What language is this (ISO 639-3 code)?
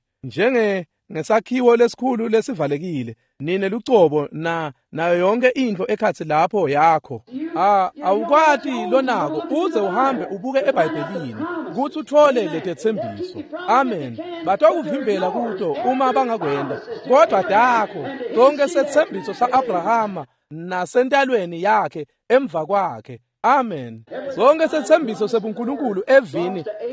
ssw